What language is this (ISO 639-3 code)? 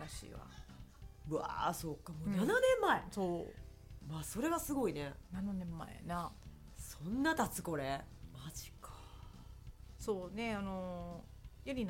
jpn